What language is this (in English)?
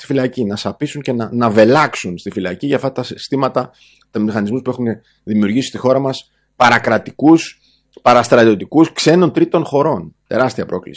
Greek